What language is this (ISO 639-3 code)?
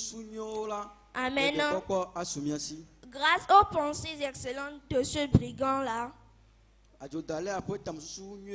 ewe